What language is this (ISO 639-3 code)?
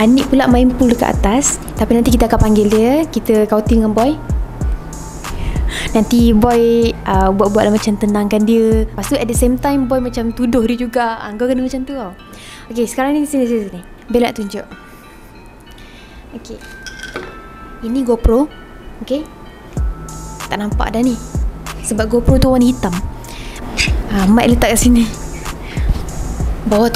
msa